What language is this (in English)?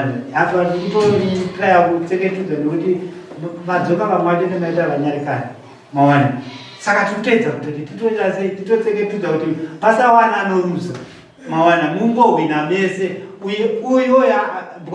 Shona